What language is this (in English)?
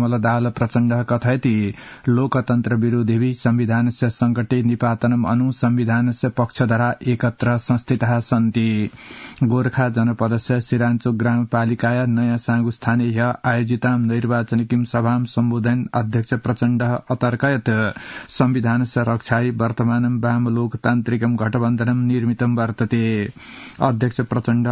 Sanskrit